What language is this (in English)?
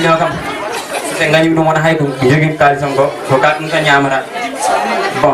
Fula